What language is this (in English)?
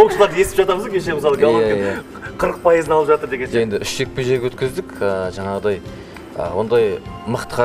Kazakh